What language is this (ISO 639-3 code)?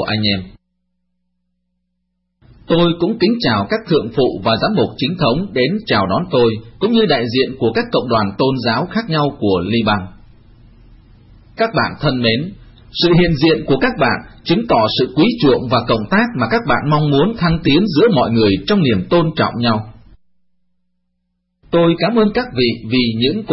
vie